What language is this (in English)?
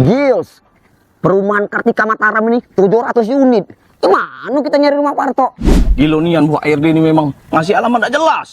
Musi